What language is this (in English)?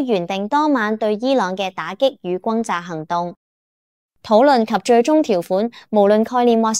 Cantonese